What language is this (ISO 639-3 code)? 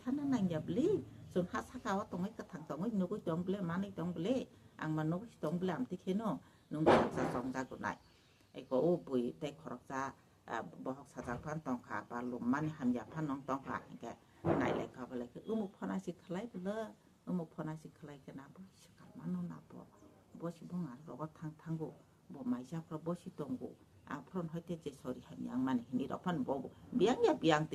trp